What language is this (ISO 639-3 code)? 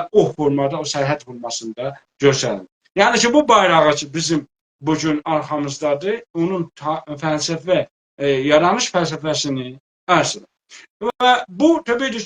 azb